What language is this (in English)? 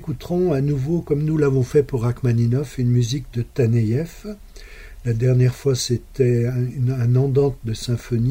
French